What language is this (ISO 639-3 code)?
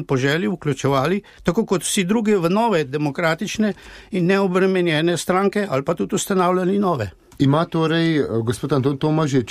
slv